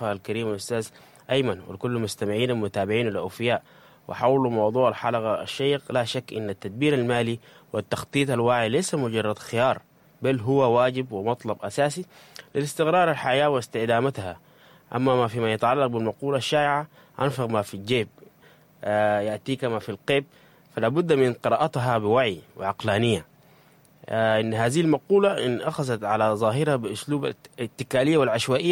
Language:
Sudanese Arabic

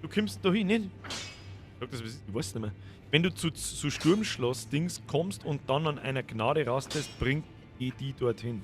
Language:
Bavarian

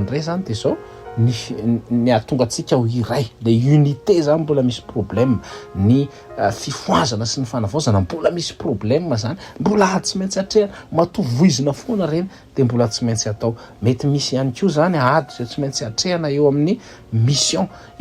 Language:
Malagasy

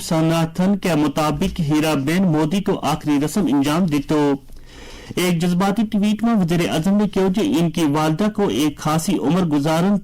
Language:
Gujari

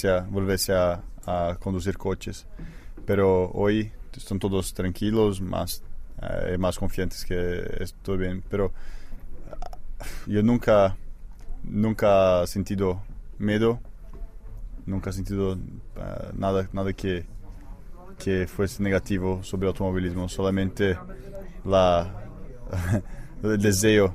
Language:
Spanish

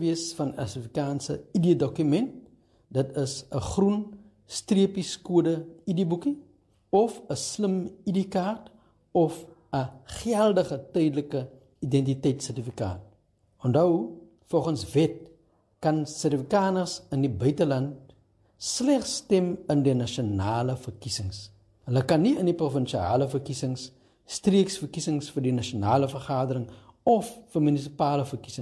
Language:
Afrikaans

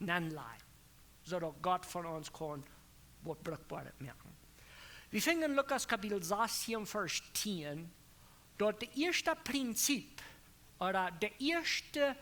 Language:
Plautdietsch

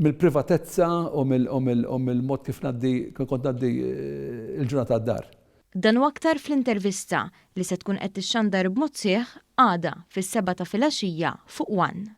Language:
Maltese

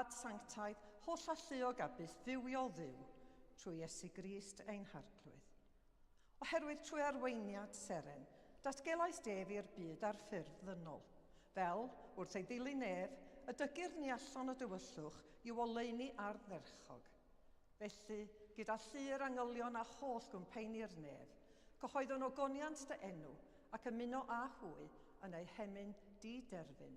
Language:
Welsh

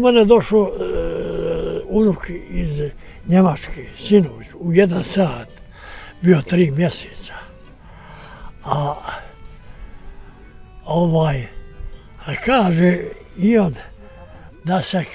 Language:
Bosnian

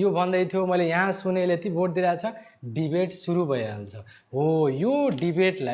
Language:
Nepali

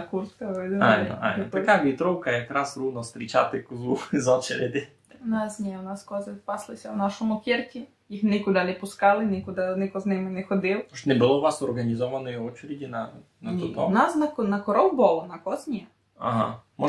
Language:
Rusyn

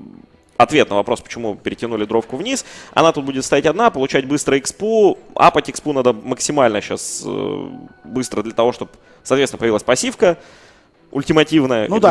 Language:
Russian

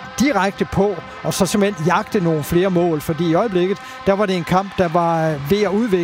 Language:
Danish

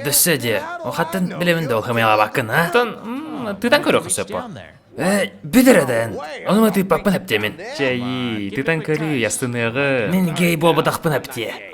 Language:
Yakut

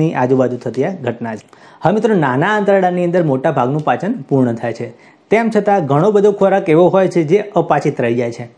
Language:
Gujarati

